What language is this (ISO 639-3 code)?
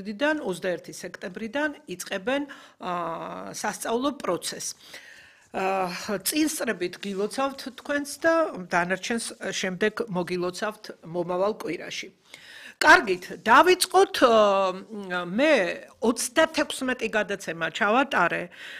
kat